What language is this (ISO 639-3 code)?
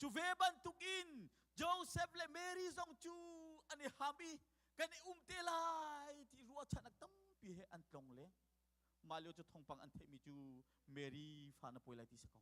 cnh